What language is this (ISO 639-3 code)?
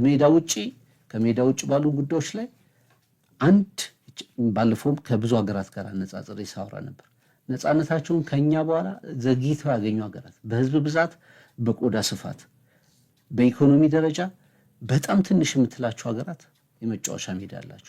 amh